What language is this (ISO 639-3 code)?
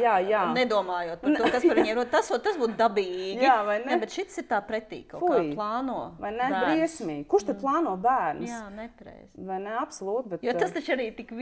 lav